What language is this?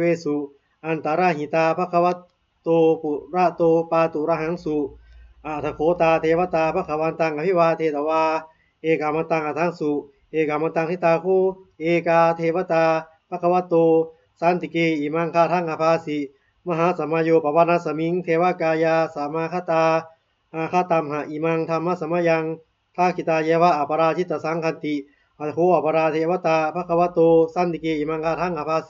Pali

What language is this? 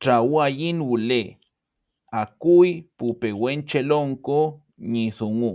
Mapuche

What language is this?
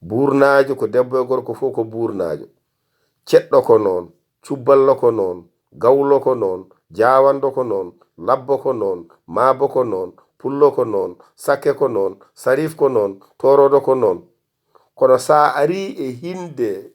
Fula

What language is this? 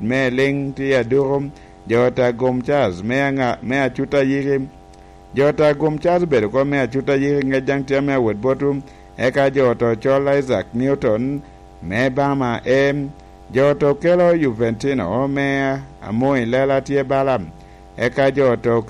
Lango (Uganda)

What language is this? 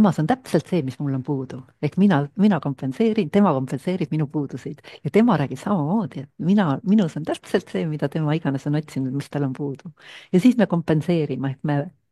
Estonian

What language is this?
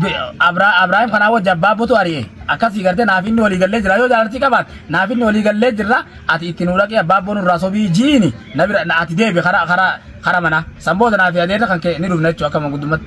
Oromo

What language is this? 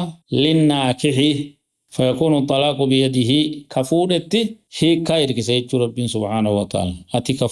Oromo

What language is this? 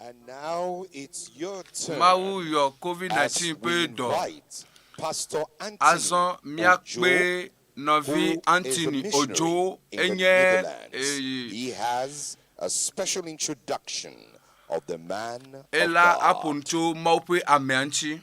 Ewe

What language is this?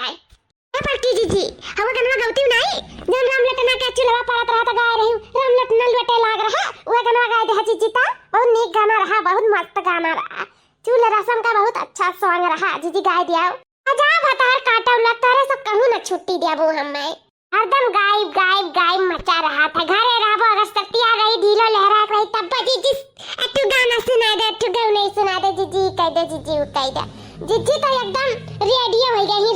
Awadhi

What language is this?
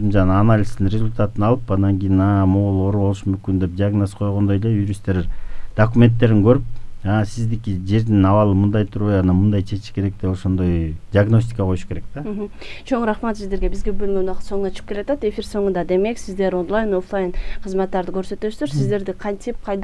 Kyrgyz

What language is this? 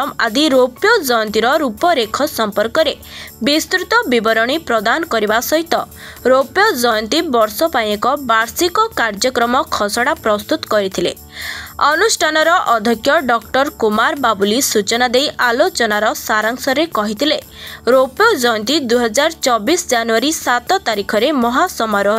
Odia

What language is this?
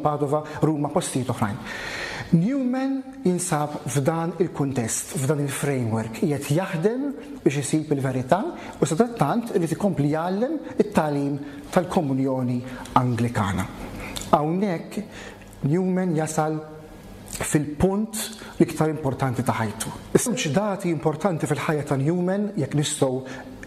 Maltese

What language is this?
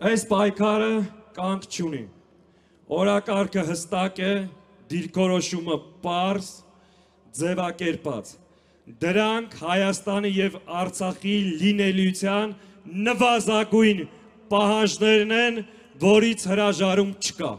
Armenian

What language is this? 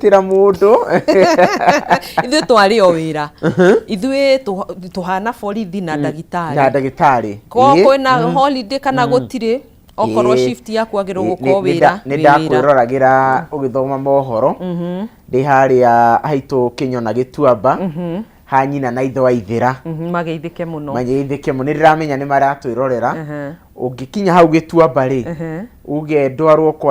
Kikuyu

